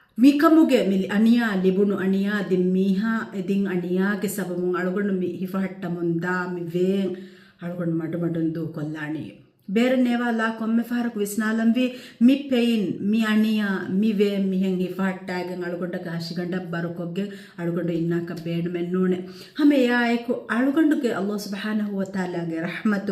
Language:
Divehi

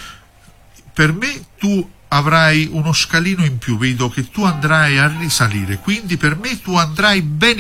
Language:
Italian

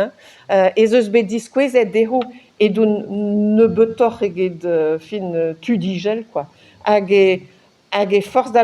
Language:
Breton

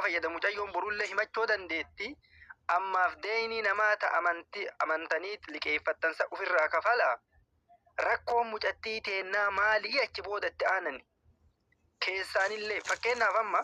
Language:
Oromo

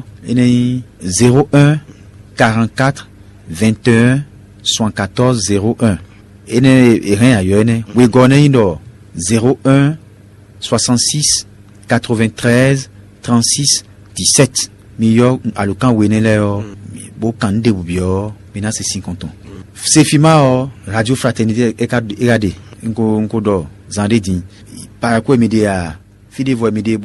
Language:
Fon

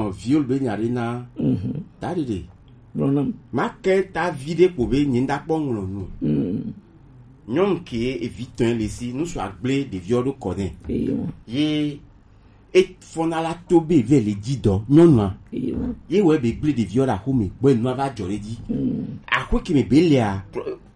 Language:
Gen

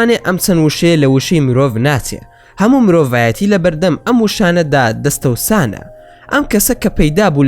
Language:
Central Kurdish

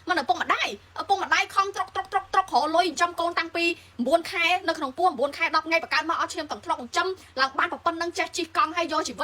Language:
Khmer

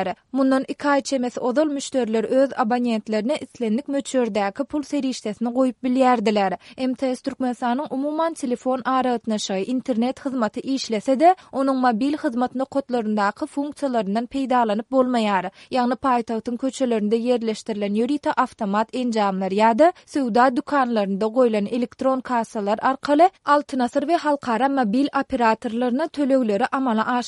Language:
Turkmen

